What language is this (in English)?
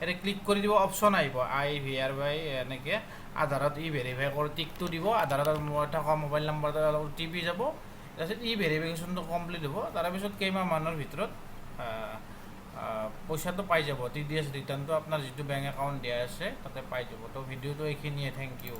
Assamese